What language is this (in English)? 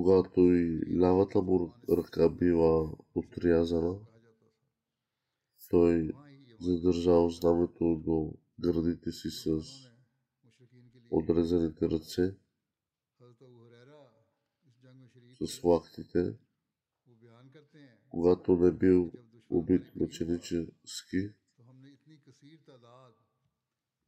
Bulgarian